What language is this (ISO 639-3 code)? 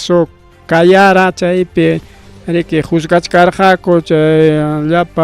quy